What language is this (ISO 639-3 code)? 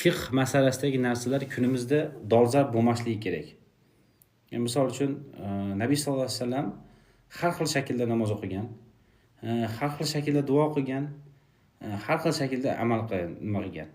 uzb